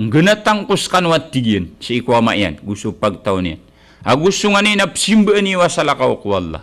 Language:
Maranao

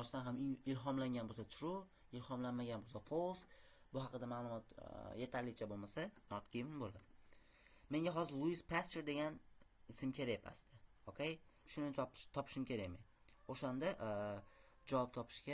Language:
Uzbek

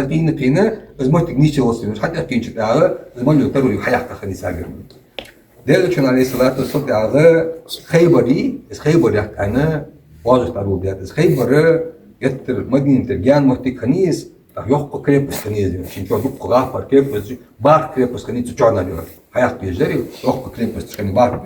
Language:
Ingush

